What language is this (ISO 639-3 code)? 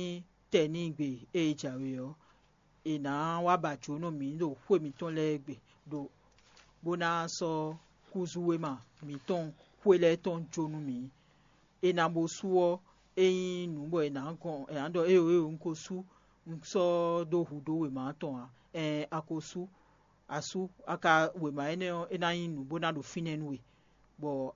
fon